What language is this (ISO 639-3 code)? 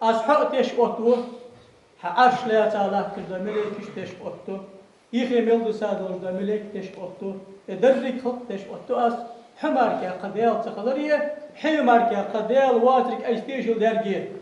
inh